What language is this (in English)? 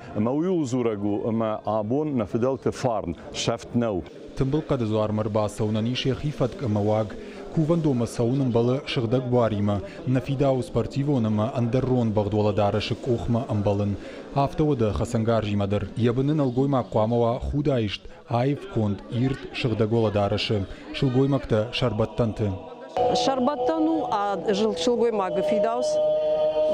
Ossetic